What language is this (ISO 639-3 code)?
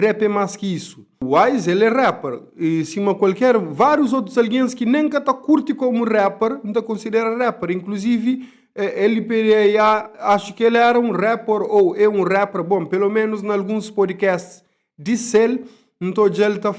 kea